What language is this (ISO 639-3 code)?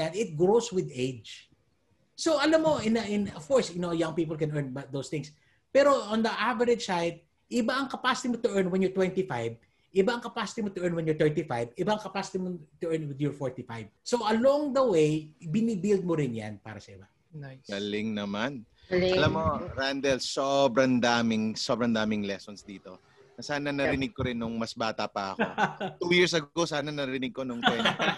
fil